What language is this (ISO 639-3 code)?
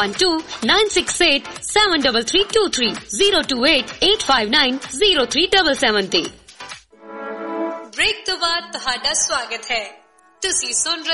pan